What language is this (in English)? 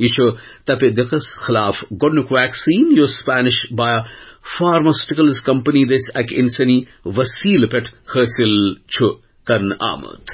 Kashmiri